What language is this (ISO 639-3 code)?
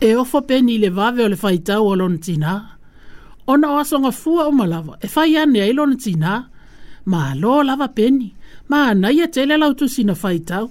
smo